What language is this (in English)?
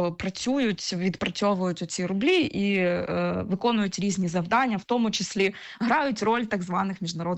Ukrainian